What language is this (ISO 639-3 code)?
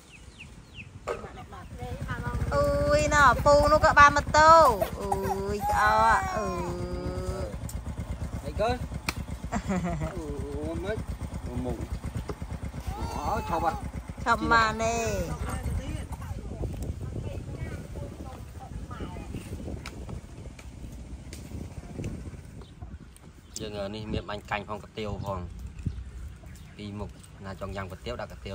vie